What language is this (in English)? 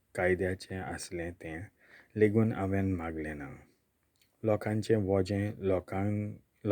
Konkani